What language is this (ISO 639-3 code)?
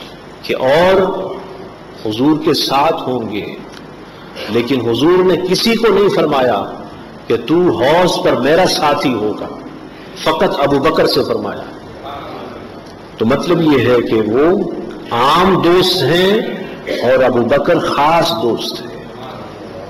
urd